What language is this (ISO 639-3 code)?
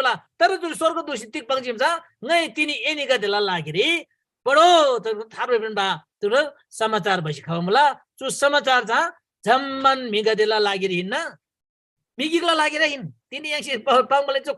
taj